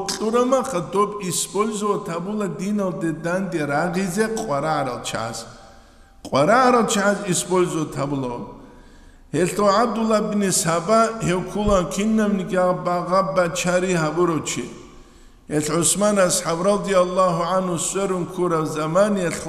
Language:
Avaric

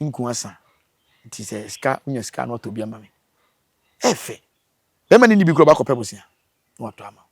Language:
Akan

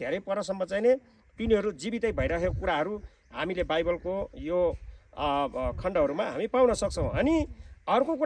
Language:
Nepali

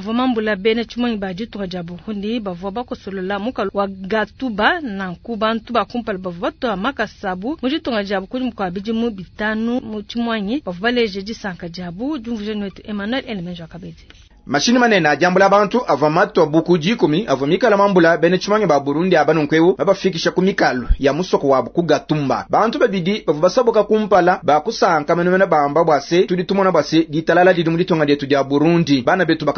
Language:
Luba-Lulua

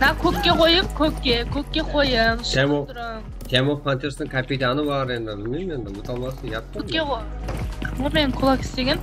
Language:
Kara-Kalpak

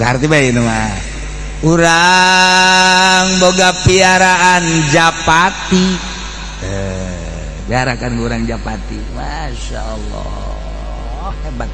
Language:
Sundanese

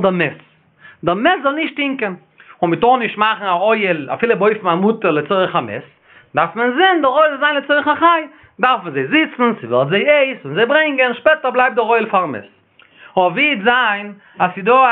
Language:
Yiddish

